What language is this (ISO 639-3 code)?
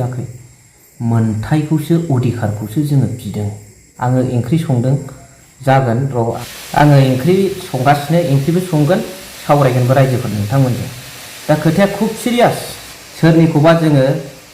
brx